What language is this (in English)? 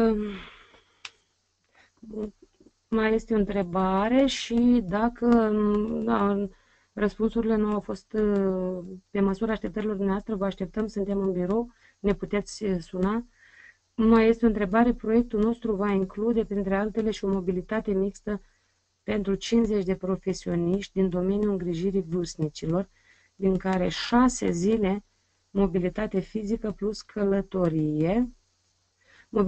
Romanian